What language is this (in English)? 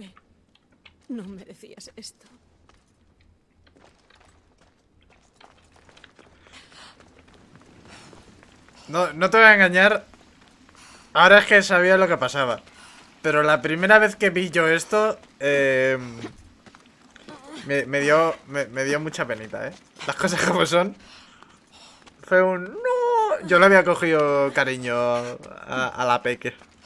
Spanish